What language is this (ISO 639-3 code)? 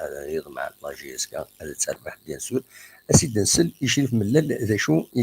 kab